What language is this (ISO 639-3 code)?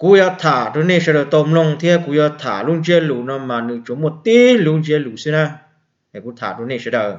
hmn